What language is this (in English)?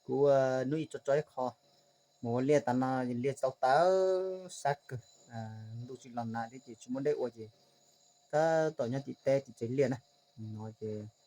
Hmong